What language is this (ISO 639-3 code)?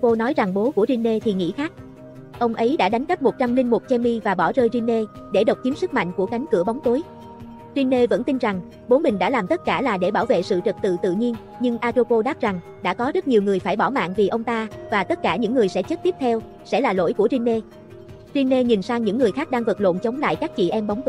vie